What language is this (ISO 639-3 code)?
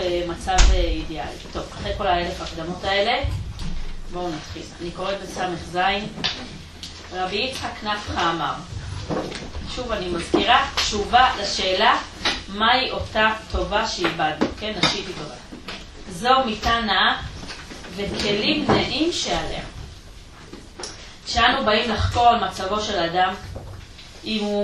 heb